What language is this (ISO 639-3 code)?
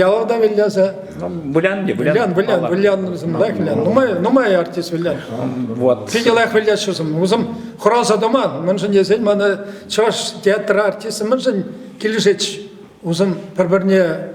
chv